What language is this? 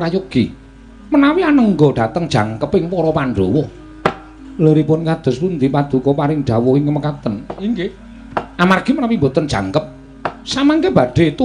Javanese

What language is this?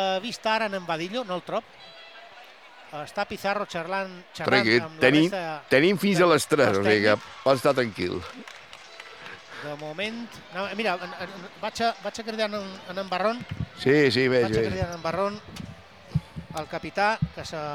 Catalan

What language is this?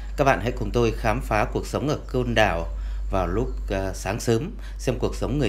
Vietnamese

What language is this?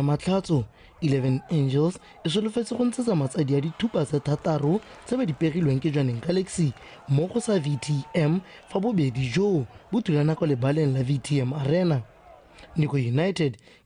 Tswana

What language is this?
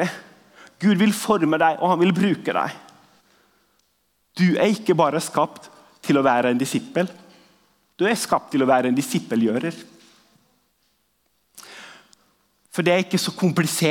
Norwegian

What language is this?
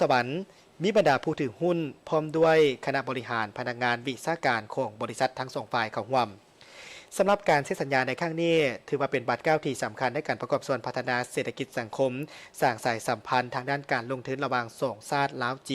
Lao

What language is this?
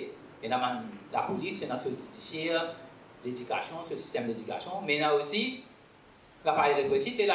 Morisyen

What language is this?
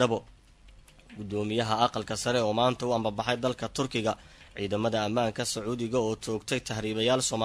Somali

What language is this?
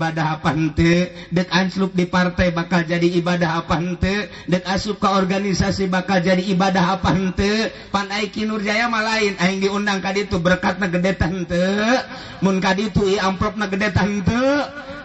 Sundanese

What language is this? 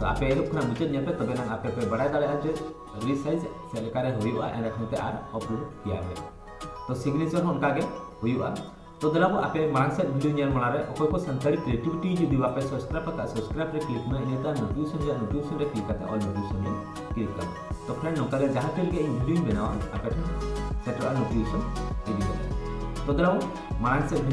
Santali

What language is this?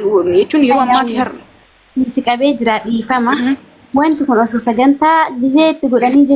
Oromo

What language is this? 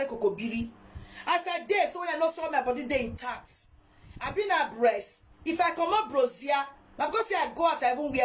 Nigerian Pidgin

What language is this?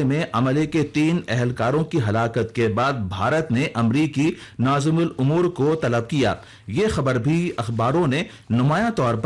Urdu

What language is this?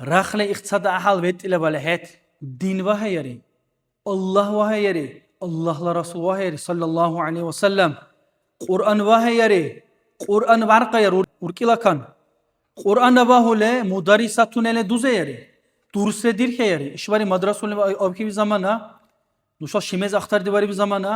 Dargwa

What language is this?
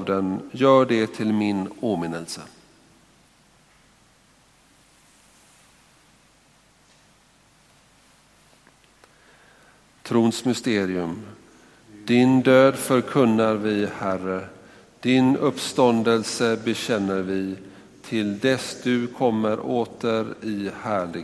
Swedish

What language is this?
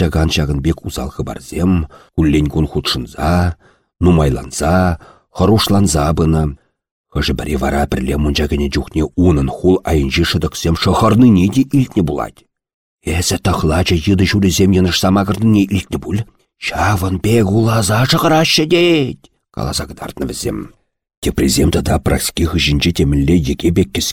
Chuvash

